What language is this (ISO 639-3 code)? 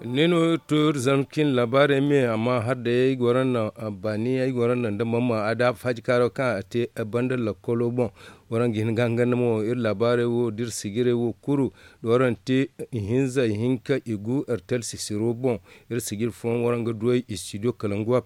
dje